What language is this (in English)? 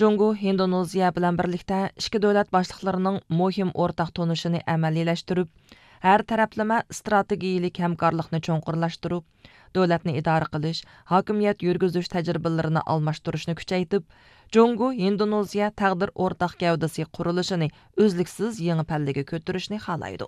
Uyghur